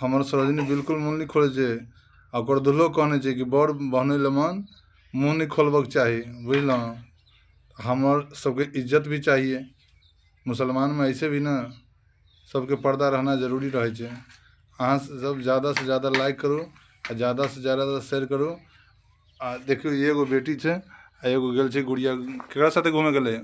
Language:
Maithili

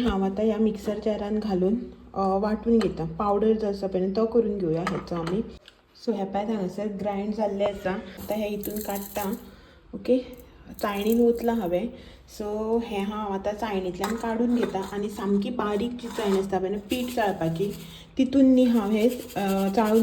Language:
Konkani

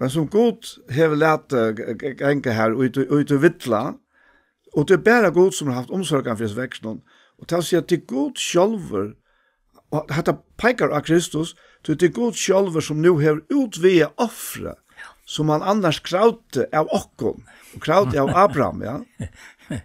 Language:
Faroese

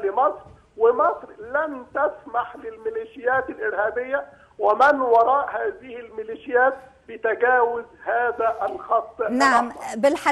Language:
Arabic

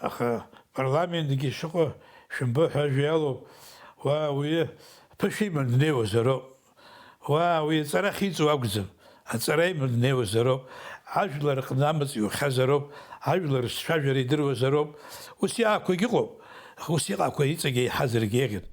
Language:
Abkhazian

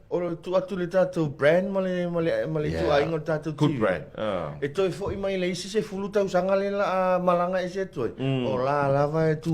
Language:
Samoan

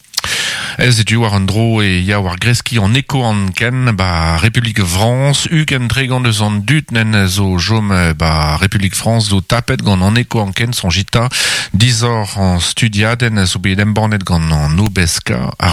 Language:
Breton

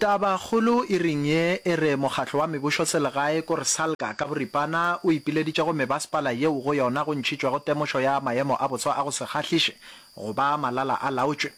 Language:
Northern Sotho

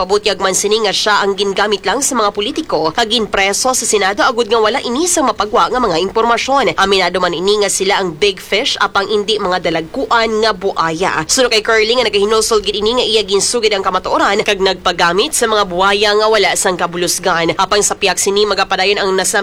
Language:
Hiligaynon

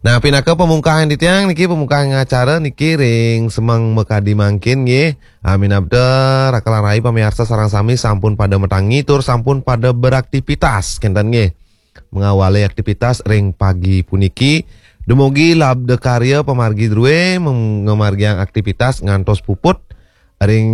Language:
Balinese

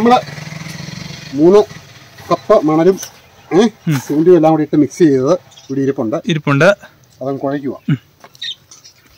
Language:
Malayalam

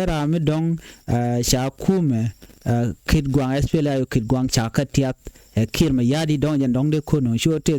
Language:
Nuer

